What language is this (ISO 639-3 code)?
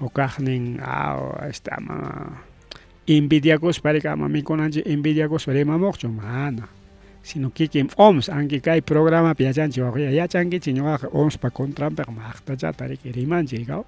quy